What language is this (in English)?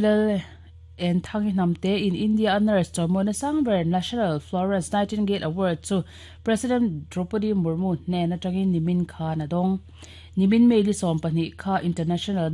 Mizo